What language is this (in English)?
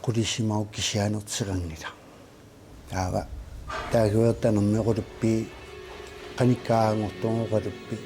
Kalaallisut